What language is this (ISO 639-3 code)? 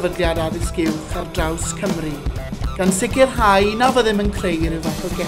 cym